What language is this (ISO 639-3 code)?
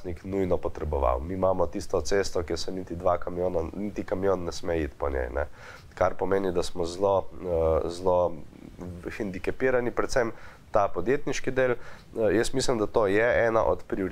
slv